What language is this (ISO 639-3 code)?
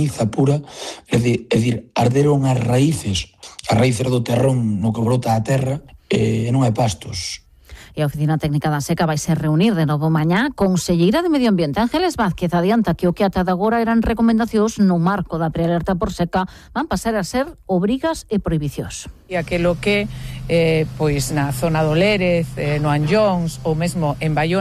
glg